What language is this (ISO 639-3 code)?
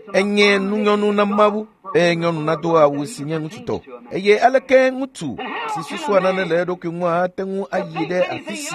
ewe